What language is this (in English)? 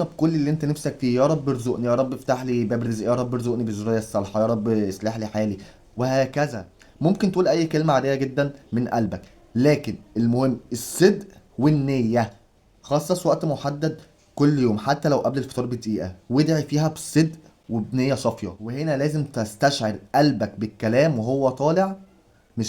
Egyptian Arabic